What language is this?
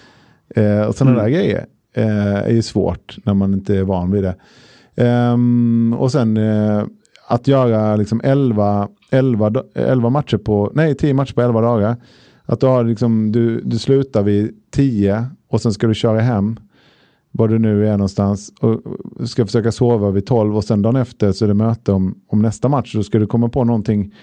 Swedish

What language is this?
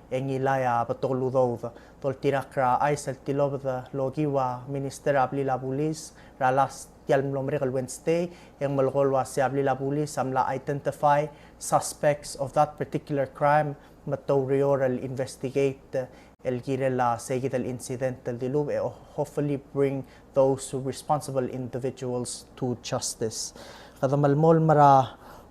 Palauan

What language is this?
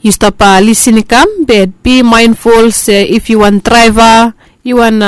Bislama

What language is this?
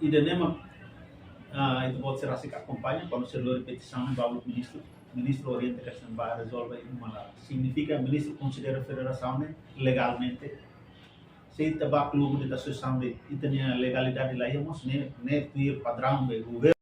Tetum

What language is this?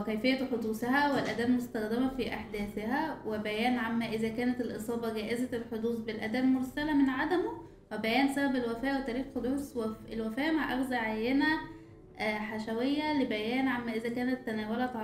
Egyptian Arabic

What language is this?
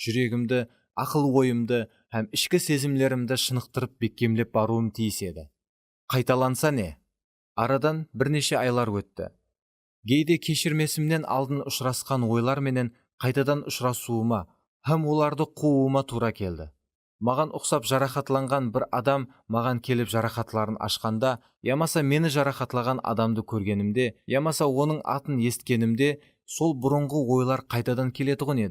Kara-Kalpak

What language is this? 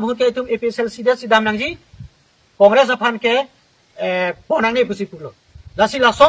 Karbi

